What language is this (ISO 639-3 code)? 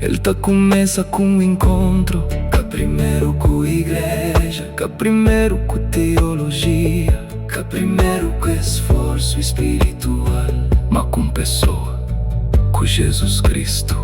kea